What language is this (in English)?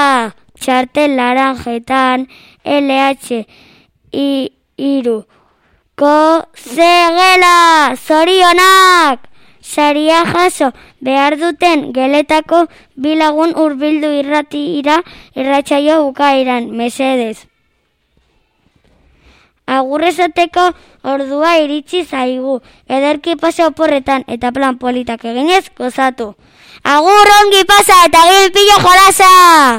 Basque